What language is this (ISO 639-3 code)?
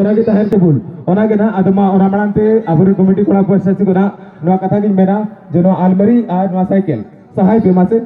sat